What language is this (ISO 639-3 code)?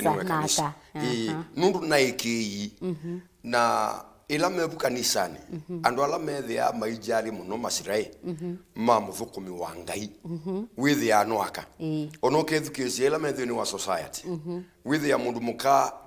kam